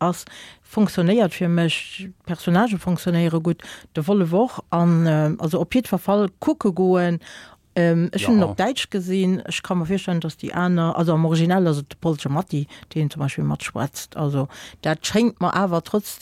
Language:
Luxembourgish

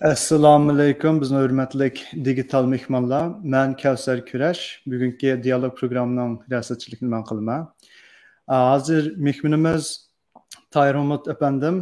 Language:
Uyghur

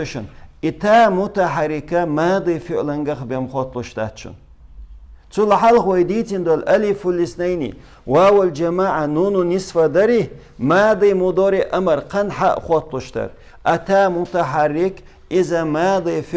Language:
Chechen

